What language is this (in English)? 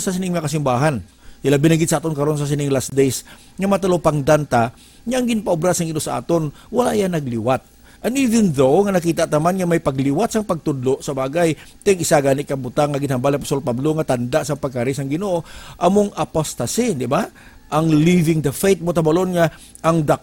Hiligaynon